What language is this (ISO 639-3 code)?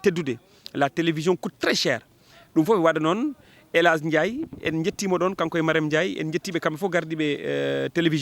ful